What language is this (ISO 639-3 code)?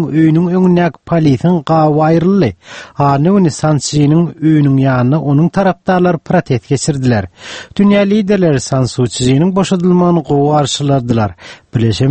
tuk